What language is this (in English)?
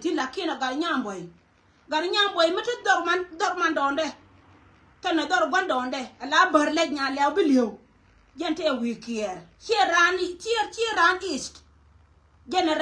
Nuer